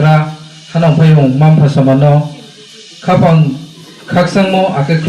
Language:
Riang (India)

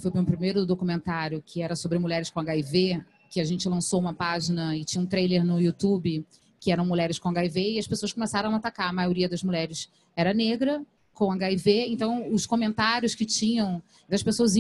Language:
Portuguese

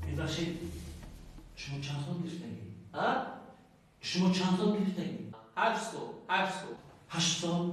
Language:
Tajik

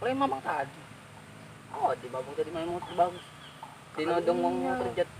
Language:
Musi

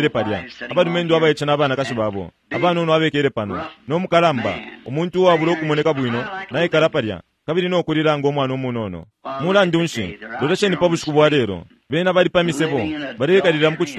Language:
Bemba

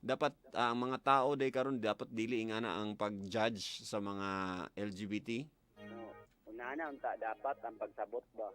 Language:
Cebuano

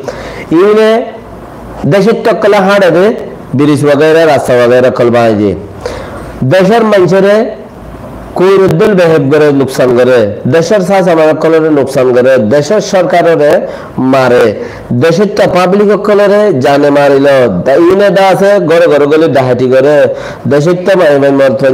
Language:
Rohingya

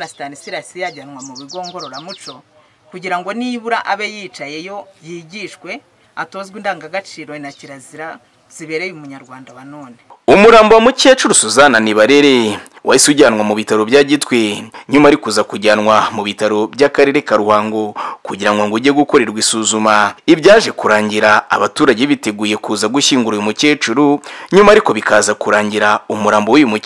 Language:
Kinyarwanda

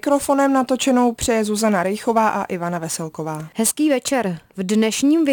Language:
Czech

